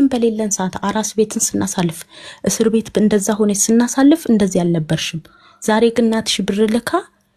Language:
Amharic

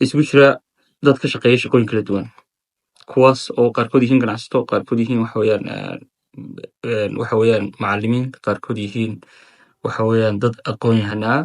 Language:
Somali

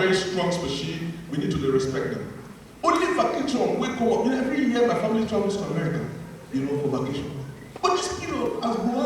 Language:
Nigerian Pidgin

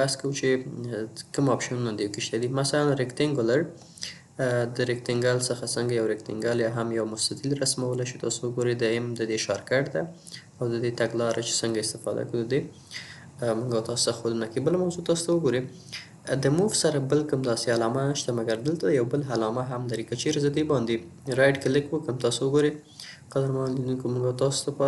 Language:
Pashto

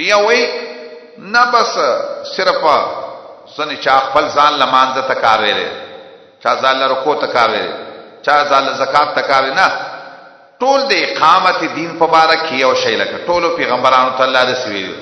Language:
Pashto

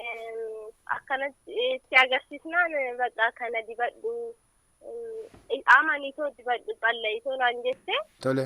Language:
Oromo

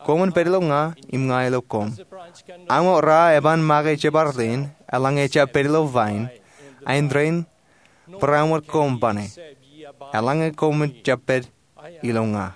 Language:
Marshallese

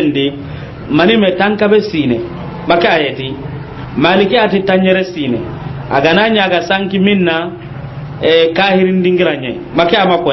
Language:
Soninke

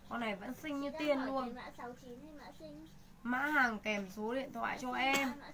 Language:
Vietnamese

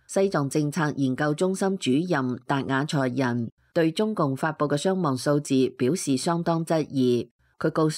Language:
Cantonese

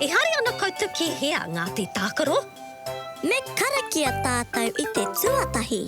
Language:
Māori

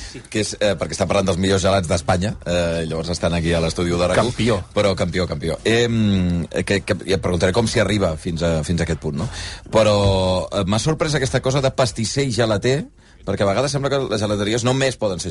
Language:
Catalan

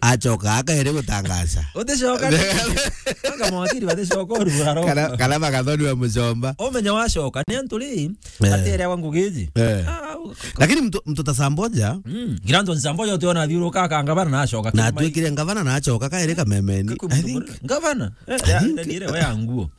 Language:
Meru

